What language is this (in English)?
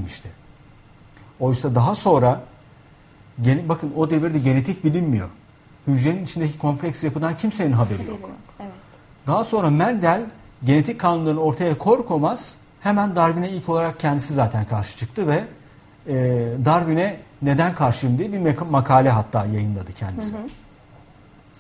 Turkish